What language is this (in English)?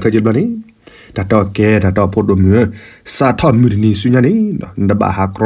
S'gaw Karen